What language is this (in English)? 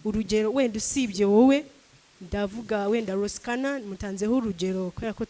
Kinyarwanda